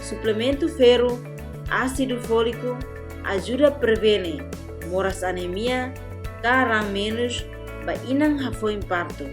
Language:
Tetum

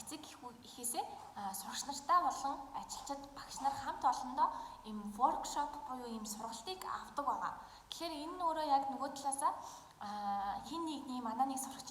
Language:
Mongolian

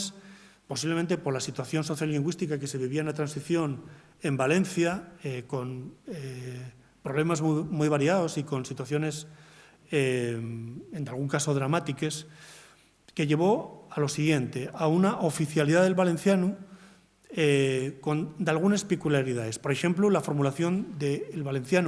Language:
Asturian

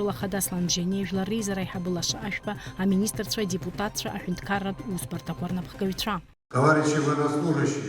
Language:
Abkhazian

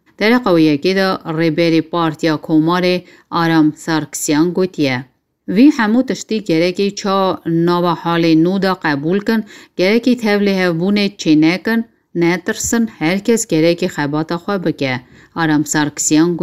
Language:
Kurdish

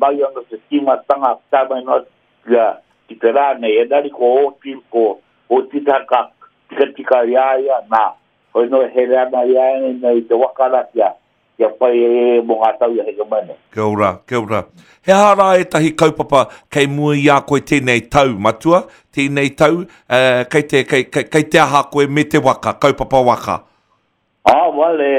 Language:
Māori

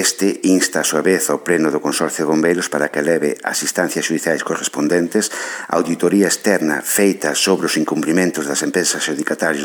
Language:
Galician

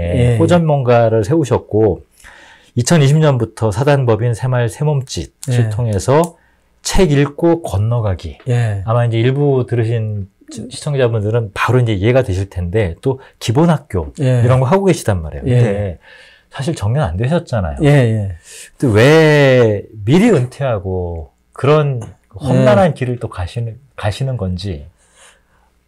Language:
Korean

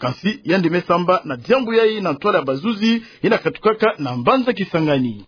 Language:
Kituba (Democratic Republic of Congo)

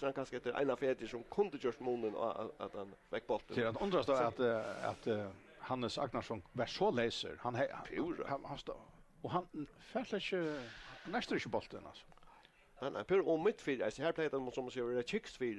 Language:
Faroese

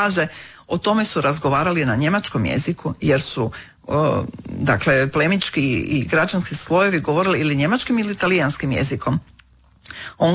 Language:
Croatian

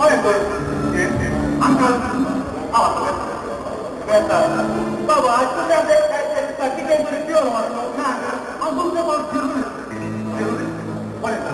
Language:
Konkani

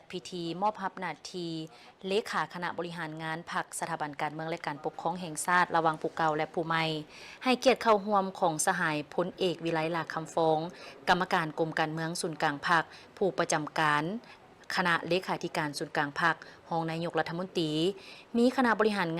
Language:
Lao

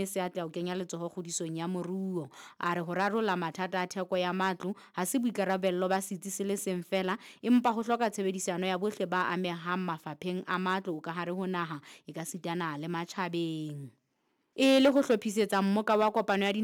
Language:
Southern Sotho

